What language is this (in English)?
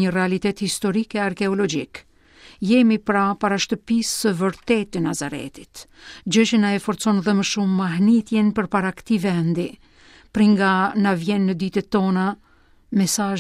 Albanian